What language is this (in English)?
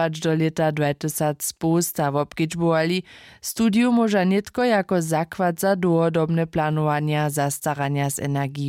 Upper Sorbian